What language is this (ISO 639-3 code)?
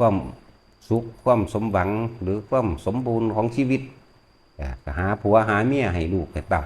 tts